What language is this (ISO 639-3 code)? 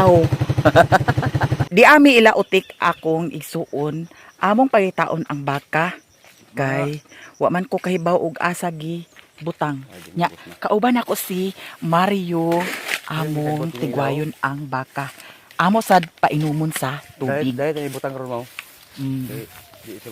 ceb